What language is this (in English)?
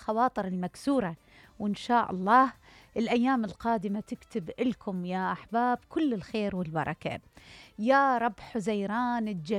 Mesopotamian Arabic